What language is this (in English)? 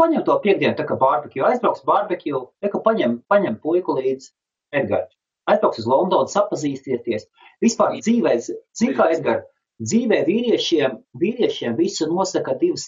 Latvian